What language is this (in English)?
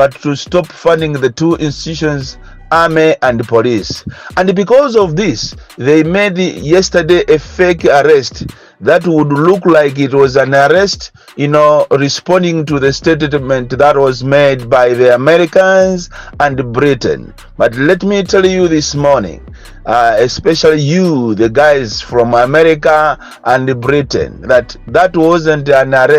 Nyanja